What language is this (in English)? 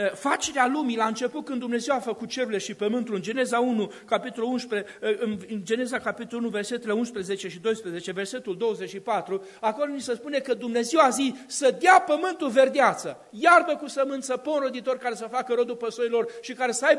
Romanian